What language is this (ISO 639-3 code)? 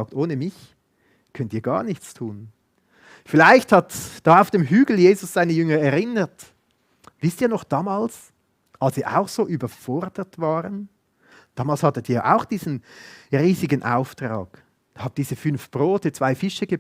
gsw